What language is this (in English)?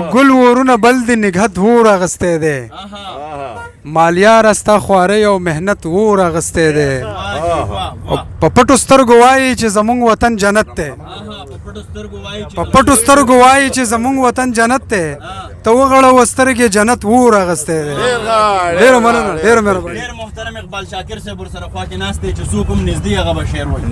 Pashto